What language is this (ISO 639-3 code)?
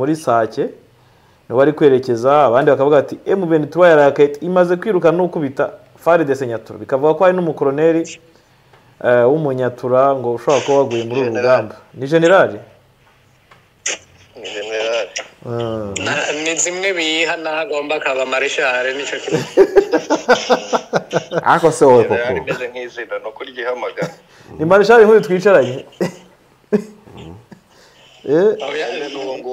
kin